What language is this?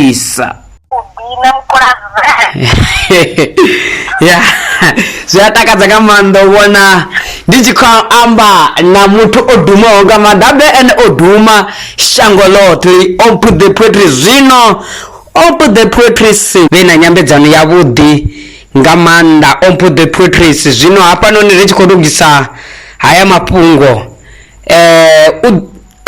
Venda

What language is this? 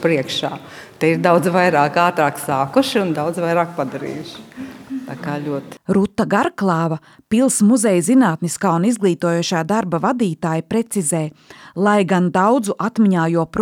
Latvian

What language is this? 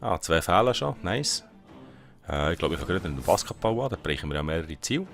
Swiss German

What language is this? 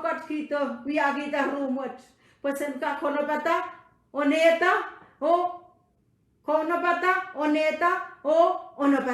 Pohnpeian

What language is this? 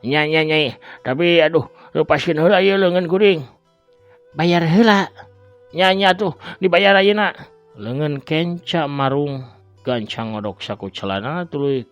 Sundanese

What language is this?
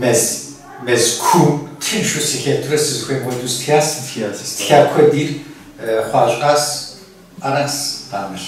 Kabardian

